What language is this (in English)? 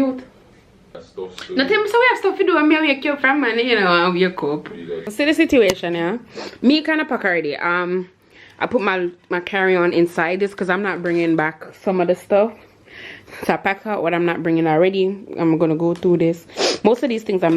Jamaican Creole English